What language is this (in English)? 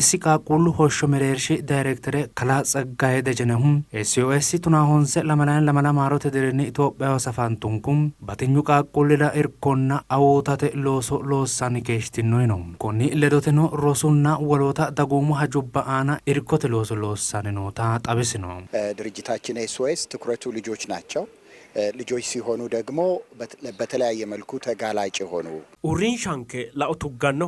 Sidamo